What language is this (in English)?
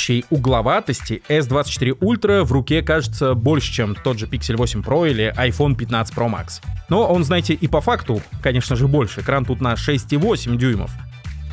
Russian